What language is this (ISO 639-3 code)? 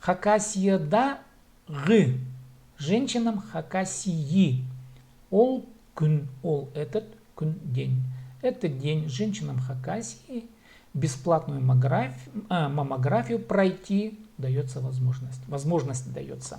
kjh